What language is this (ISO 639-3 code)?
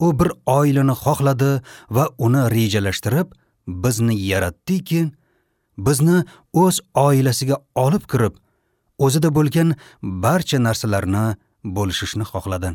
uzb